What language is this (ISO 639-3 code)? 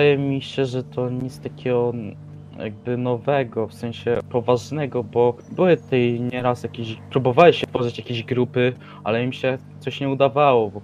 pol